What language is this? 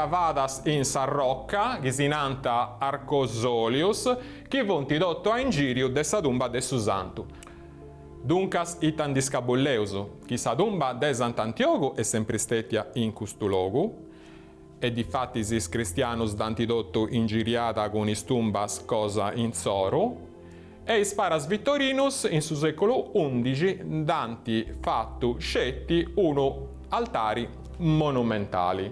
Sardinian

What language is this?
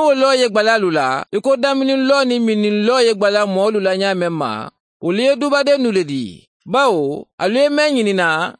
Mandingo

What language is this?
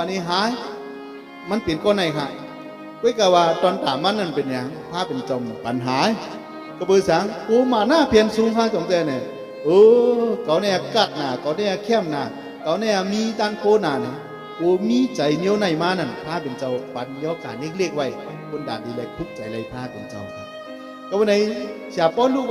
Shan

